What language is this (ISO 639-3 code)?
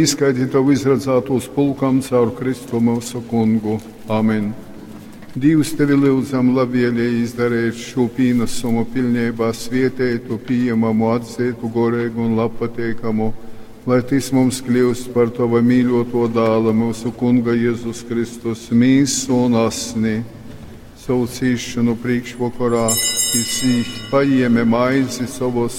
ltg